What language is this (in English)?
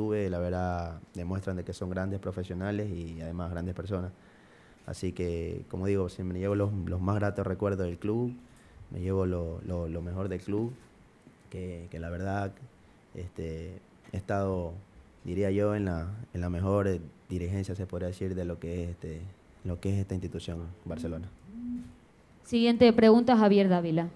Spanish